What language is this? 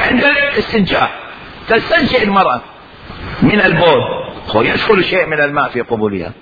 Mesopotamian Arabic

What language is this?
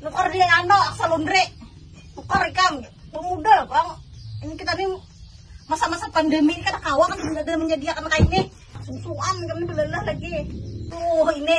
Banjar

